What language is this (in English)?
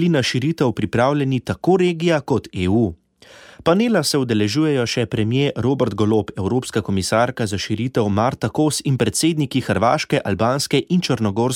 Slovenian